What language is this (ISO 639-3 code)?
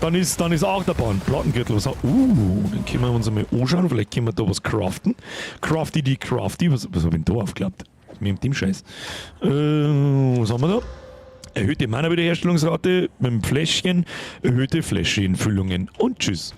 bar